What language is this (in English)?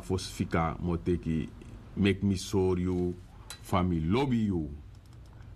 Sranan Tongo